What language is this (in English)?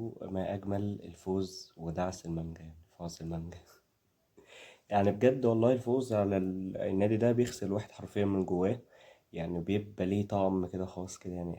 Egyptian Arabic